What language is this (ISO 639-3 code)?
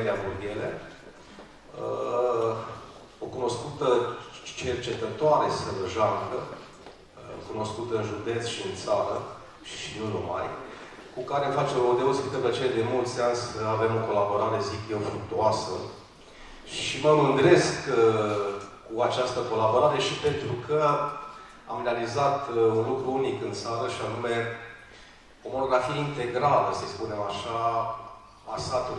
ron